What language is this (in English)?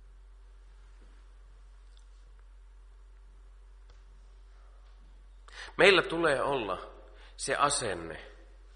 Finnish